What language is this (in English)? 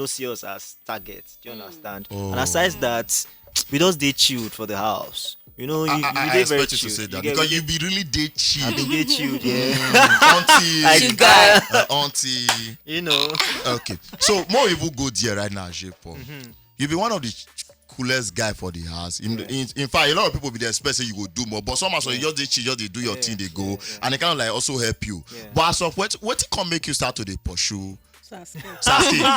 Nigerian Pidgin